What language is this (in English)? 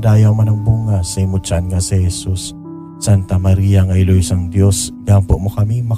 Hiligaynon